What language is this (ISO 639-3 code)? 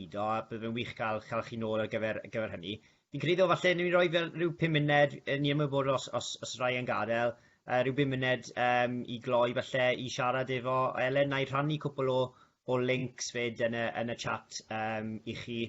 cym